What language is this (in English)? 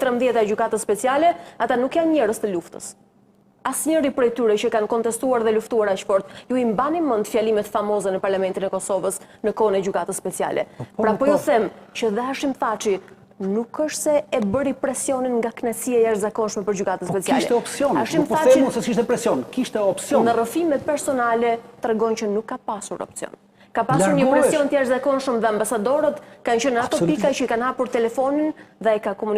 Albanian